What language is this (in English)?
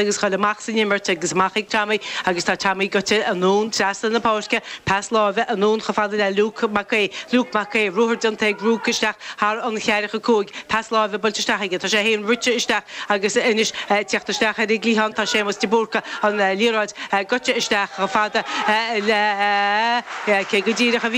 Irish